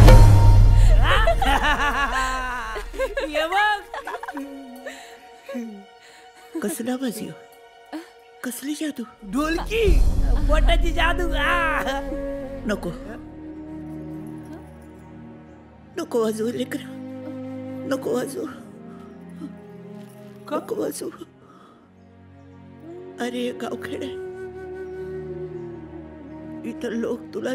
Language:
Marathi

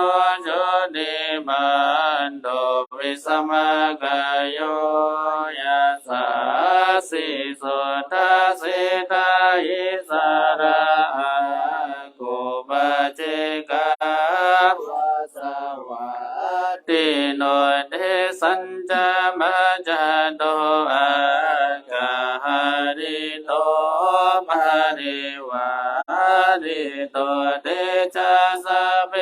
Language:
Pali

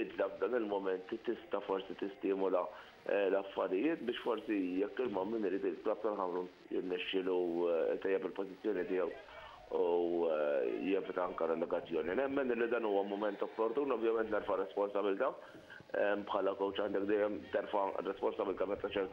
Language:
Maltese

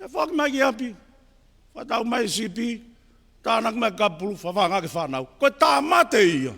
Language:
Tongan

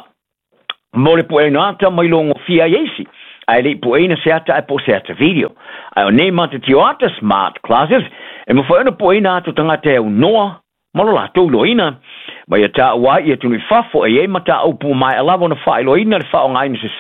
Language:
Samoan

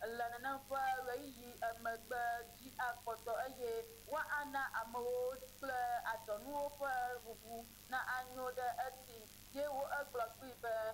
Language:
Ewe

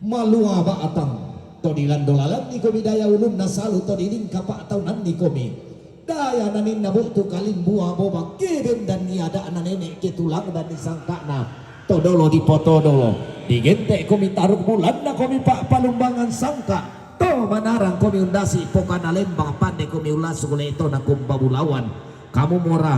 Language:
Toraja-Sa'dan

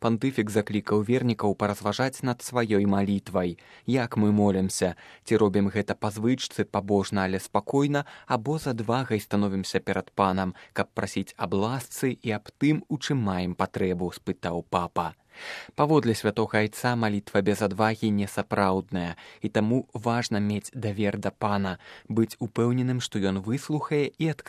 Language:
Belarusian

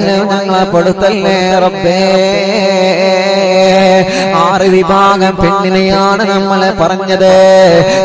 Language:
Malayalam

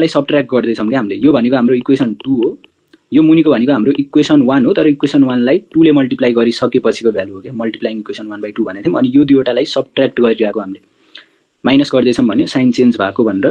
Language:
Nepali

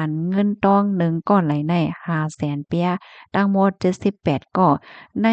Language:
Shan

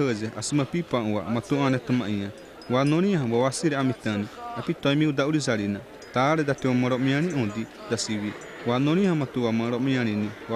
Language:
Xavánte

